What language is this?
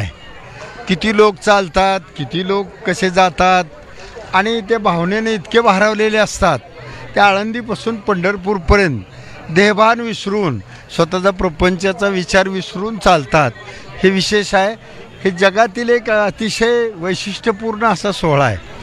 Marathi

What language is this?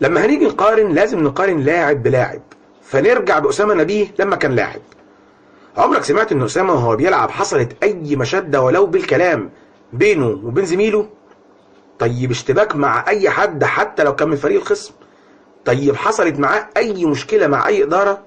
Egyptian Arabic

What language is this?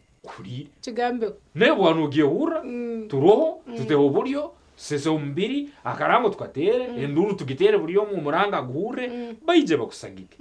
Nyankole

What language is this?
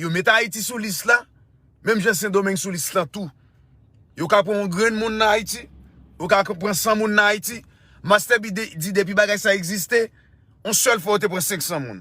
Haitian Creole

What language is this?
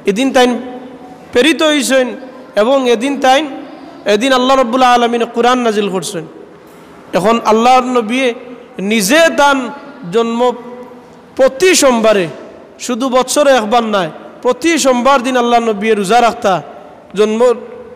Sylheti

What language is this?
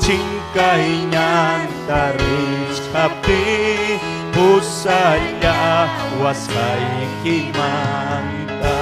Ayacucho Quechua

